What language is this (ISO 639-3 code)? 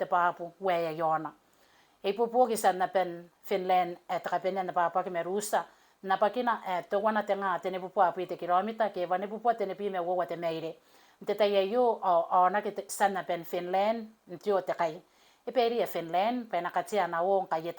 gil